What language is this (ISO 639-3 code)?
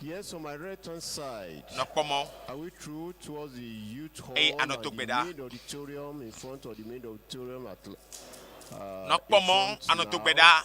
ewe